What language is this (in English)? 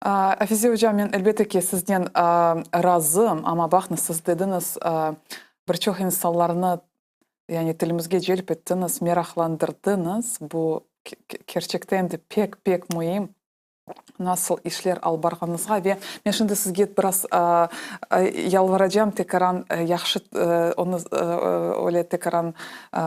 Crimean Tatar